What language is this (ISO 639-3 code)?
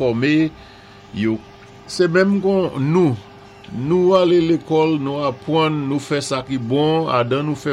acf